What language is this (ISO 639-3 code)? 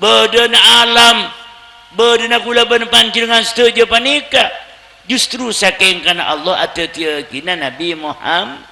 mad